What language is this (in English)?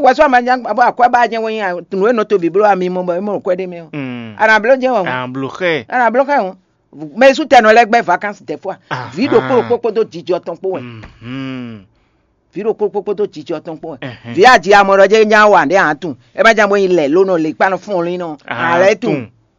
Fon